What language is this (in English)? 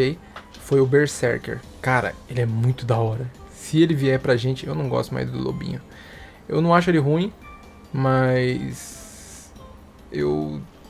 Portuguese